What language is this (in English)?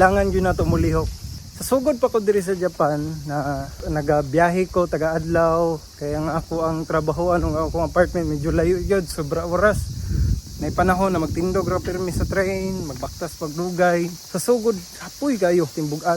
Cebuano